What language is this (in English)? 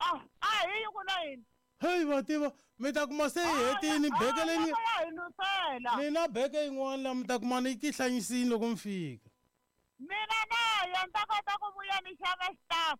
Tsonga